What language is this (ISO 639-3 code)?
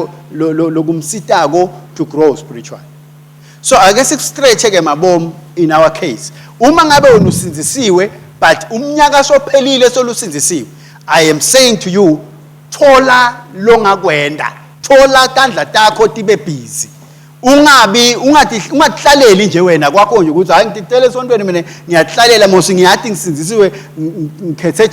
ssw